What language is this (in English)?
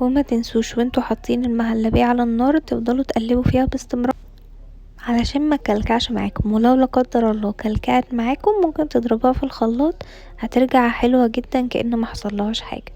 Egyptian Arabic